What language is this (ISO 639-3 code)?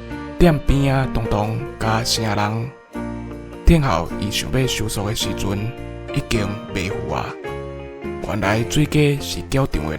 nan